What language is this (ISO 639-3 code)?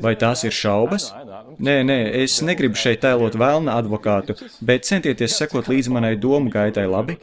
lav